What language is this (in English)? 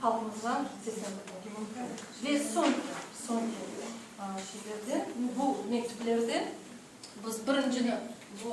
Crimean Tatar